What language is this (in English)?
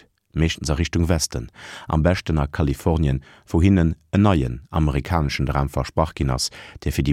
Luxembourgish